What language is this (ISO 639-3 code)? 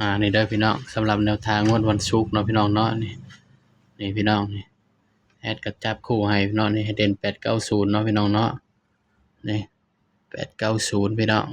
tts